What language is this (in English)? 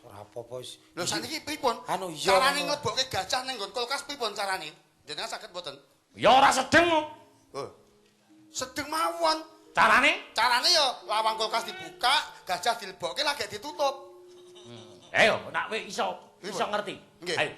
Javanese